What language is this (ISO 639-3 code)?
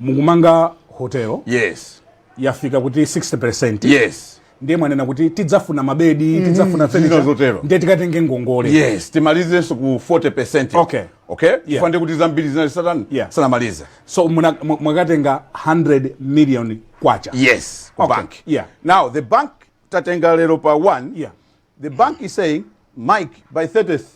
nya